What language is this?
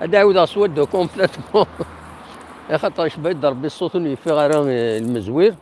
Kabyle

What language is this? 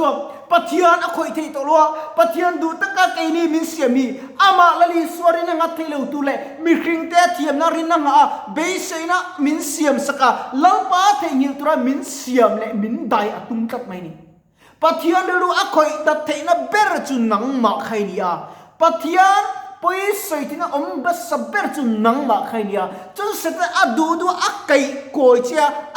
Mizo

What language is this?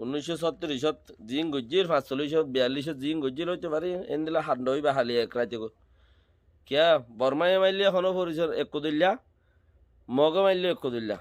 Rohingya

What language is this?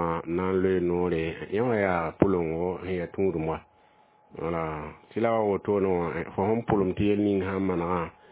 Mossi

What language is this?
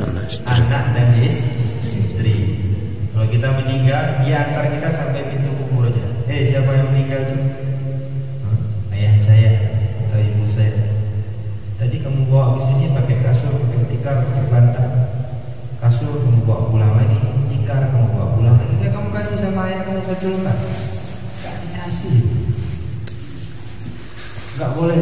Indonesian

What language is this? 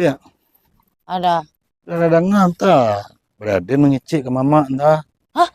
Minangkabau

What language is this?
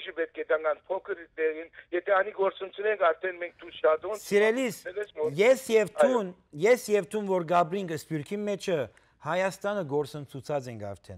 Western Armenian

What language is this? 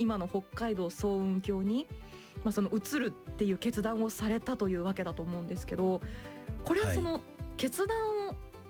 Japanese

